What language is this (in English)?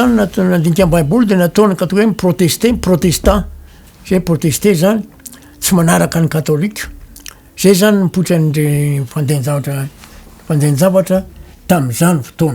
Malagasy